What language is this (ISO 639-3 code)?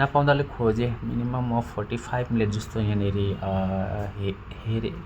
nep